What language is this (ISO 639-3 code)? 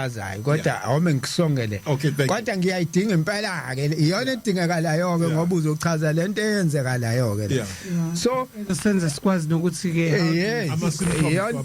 zul